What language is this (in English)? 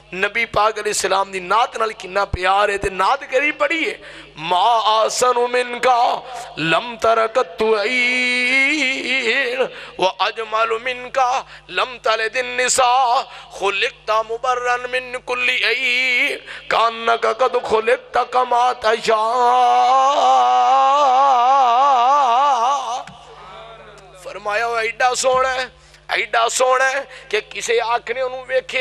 Western Panjabi